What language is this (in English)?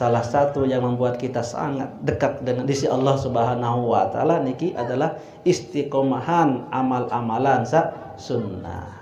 Sasak